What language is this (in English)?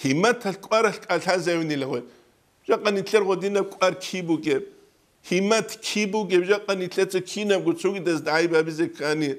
Avaric